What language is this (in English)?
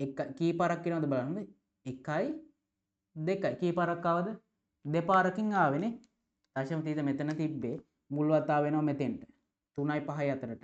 Sinhala